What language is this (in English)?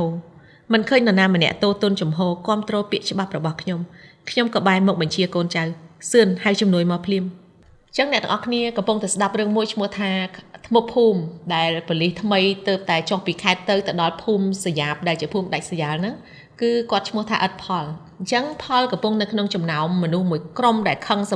Khmer